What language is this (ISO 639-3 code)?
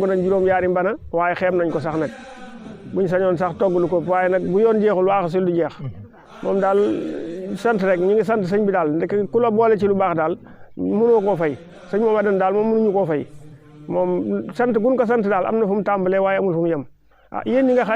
wol